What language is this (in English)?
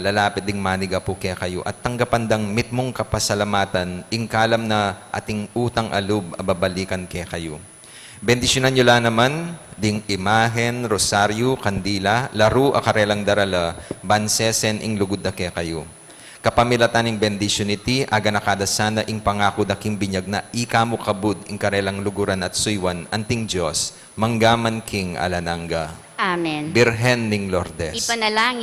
Pampanga